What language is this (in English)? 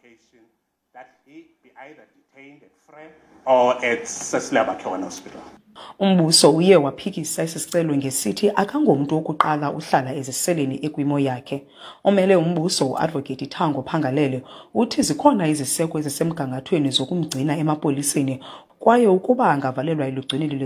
Xhosa